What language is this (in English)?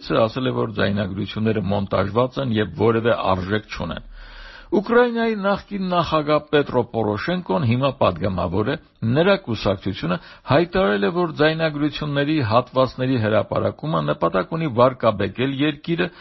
Armenian